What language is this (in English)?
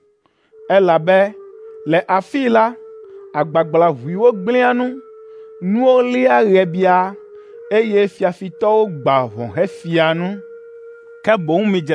Ewe